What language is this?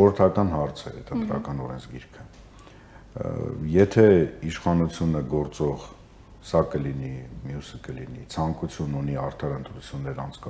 Armenian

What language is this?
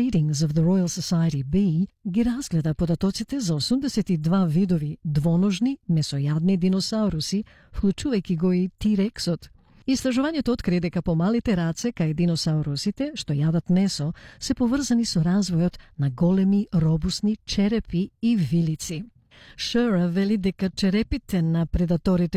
Macedonian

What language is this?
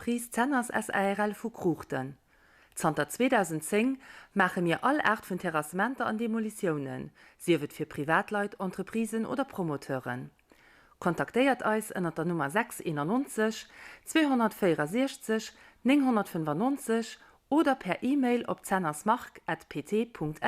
Luxembourgish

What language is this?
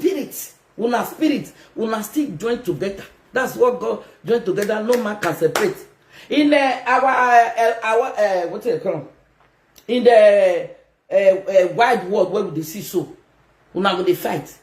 Nigerian Pidgin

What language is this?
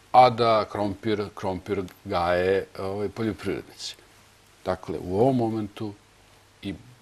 Serbian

